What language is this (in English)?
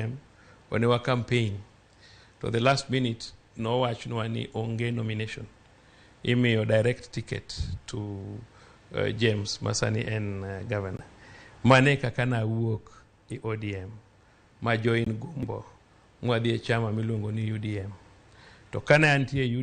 Luo (Kenya and Tanzania)